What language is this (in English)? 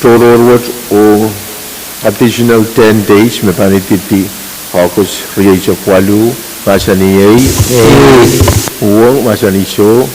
Pohnpeian